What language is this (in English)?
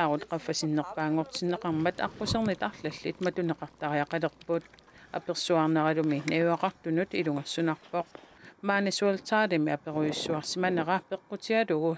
Kalaallisut